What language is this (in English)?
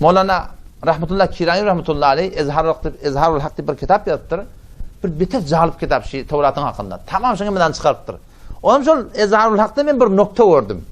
Turkmen